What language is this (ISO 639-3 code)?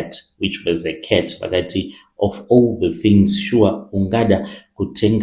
sna